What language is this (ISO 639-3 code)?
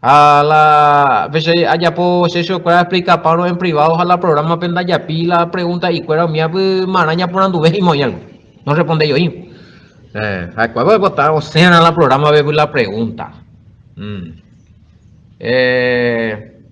grn